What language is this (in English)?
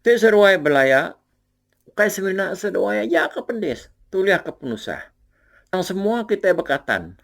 Iban